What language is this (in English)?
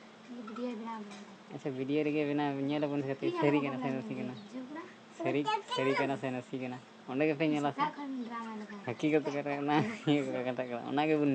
Santali